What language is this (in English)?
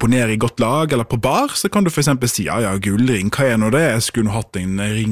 Norwegian